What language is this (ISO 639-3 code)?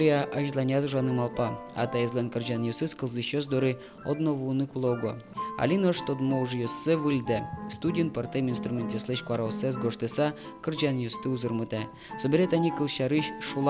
udm